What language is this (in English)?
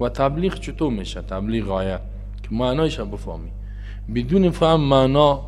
Persian